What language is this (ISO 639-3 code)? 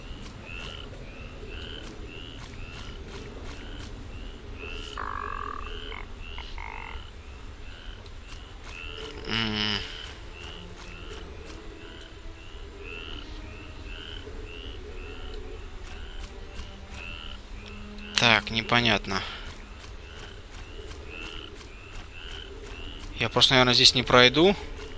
rus